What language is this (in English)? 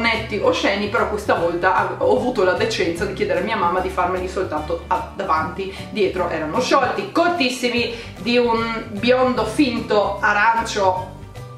Italian